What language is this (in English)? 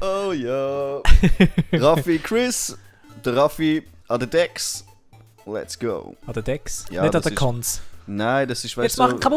Swiss German